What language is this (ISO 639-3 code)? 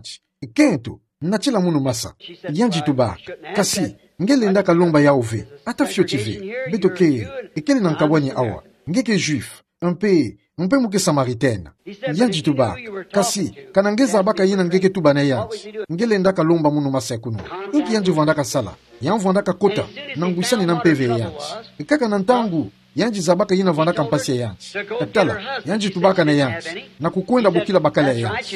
ktu